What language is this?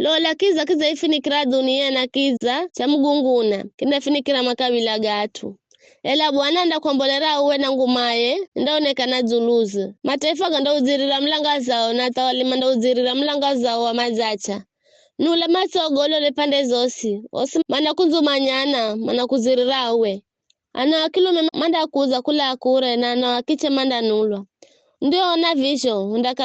Giryama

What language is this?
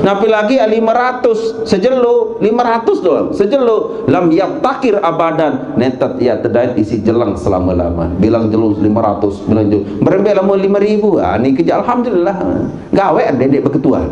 Sasak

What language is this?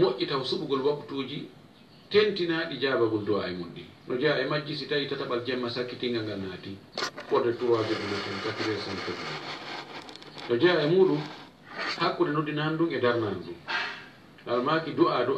Fula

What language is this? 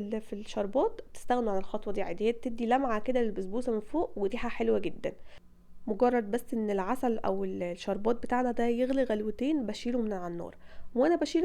Egyptian Arabic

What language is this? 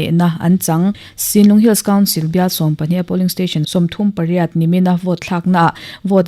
Mizo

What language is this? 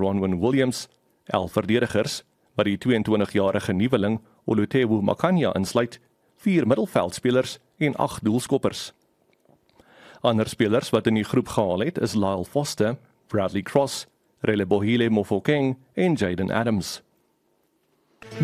Afrikaans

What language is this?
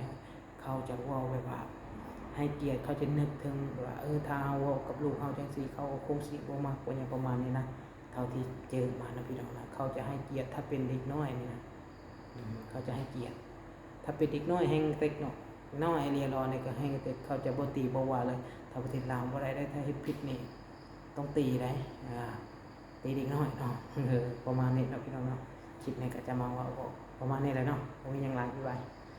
Lao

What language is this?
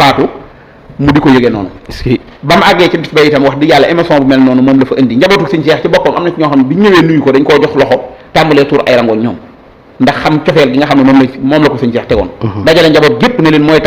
Wolof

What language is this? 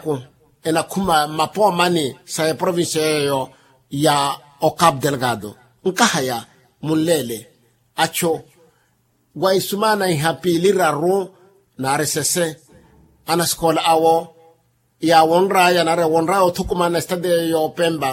Makhuwa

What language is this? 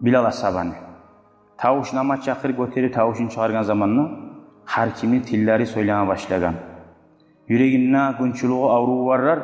Kumyk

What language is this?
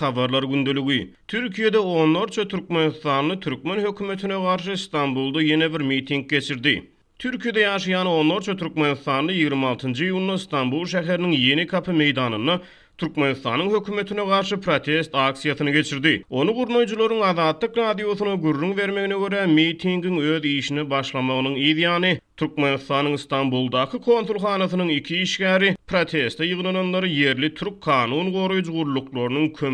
Turkmen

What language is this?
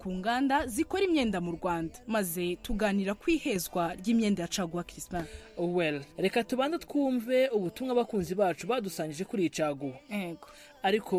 Kinyarwanda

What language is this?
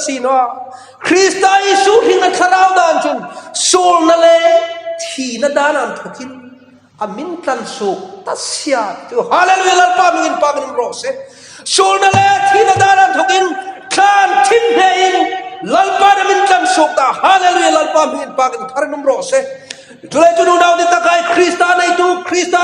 Hmar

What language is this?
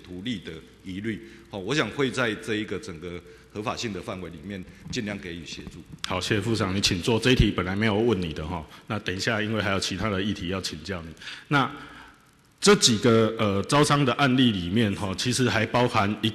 Chinese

